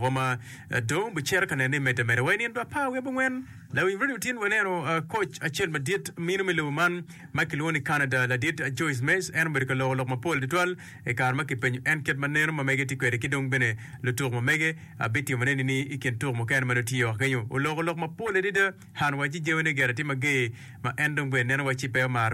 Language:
Acoli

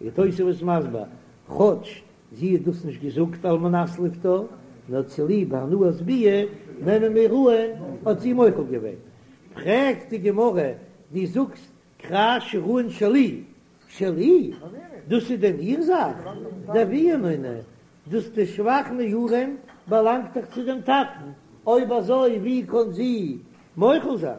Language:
Yiddish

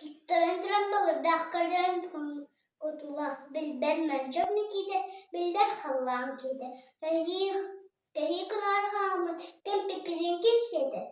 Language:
Yakut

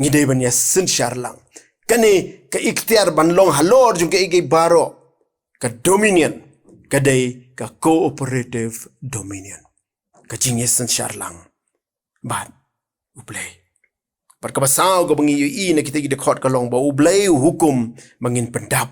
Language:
Khasi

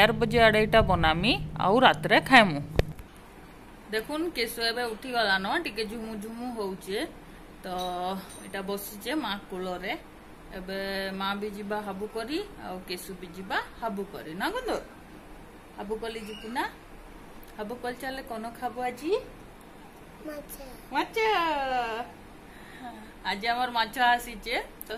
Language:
Sambalpuri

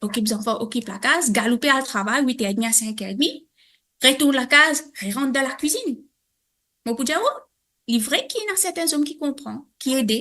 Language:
Morisyen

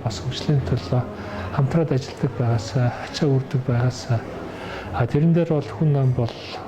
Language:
Mongolian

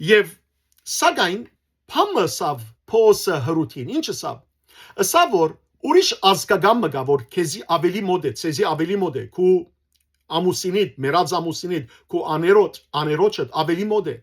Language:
Western Armenian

